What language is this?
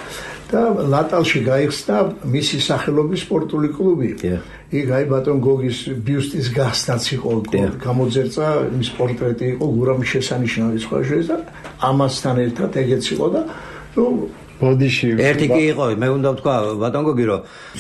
Georgian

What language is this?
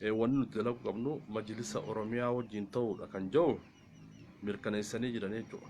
Oromo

